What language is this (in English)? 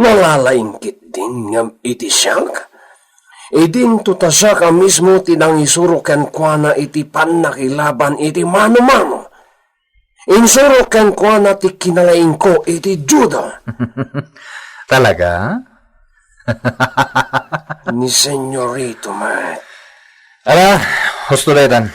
Iloko